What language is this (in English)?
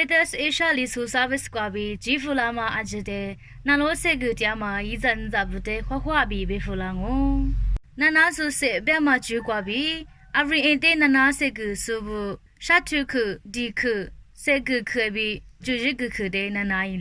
Lisu